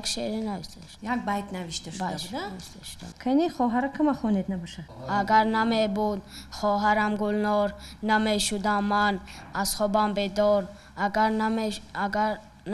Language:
Tajik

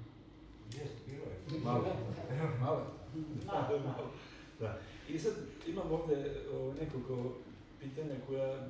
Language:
Serbian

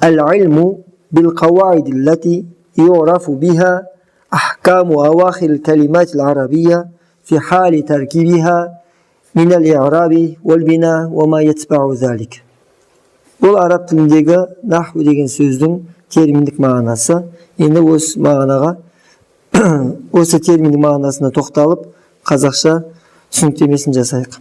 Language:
Kazakh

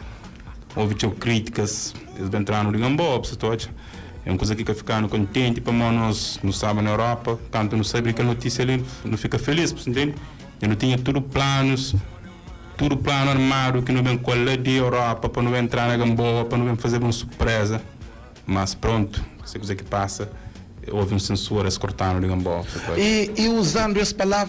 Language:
Kabuverdianu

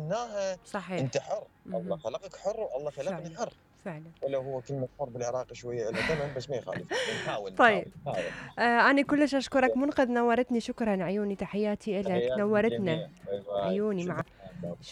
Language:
Mesopotamian Arabic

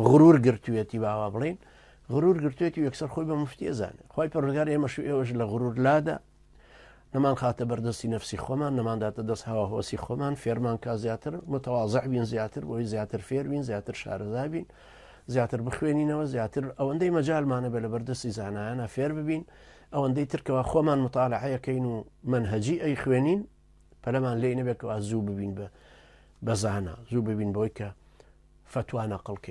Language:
Central Kurdish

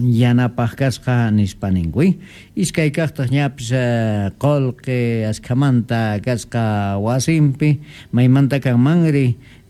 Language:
Quechua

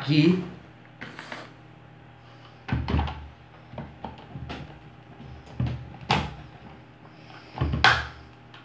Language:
Portuguese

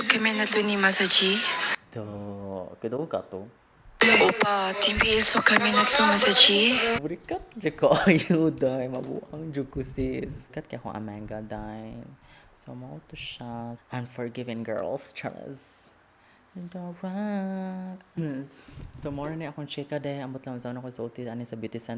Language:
Cebuano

